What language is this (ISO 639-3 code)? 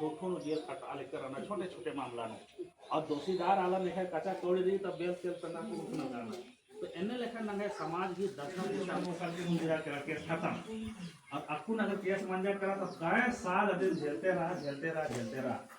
kru